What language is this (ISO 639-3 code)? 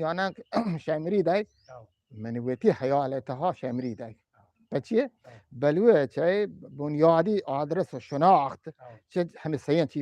bgp